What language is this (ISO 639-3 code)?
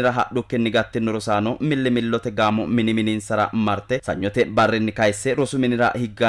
sid